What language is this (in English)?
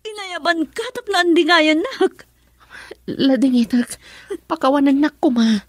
Iloko